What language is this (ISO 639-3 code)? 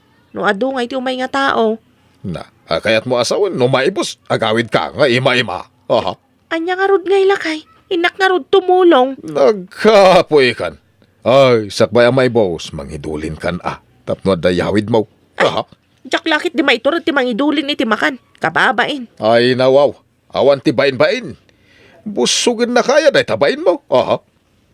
ilo